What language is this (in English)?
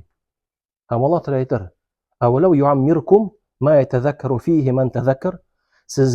Tatar